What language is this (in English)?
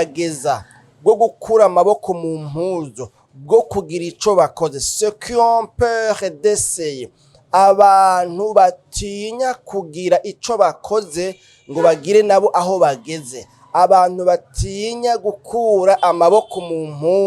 Rundi